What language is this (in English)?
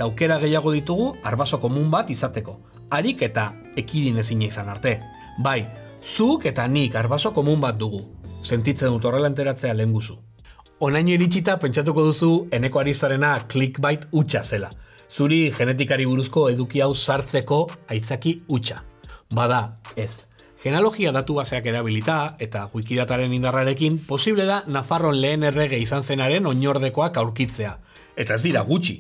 Basque